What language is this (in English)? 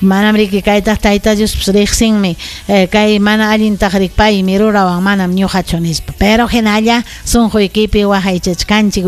Ayacucho Quechua